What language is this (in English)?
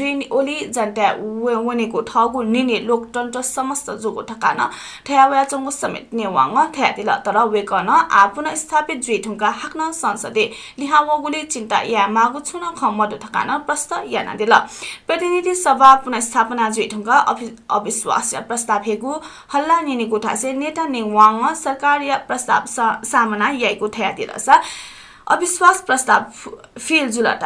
Newari